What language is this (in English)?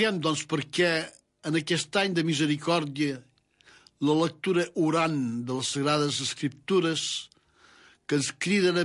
Catalan